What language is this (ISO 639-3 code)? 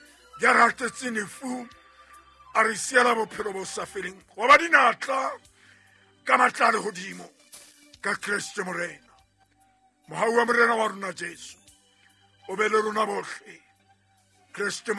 sot